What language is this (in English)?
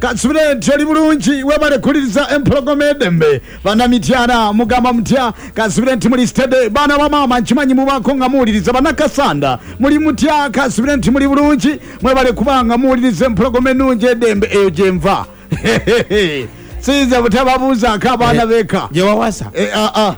Ganda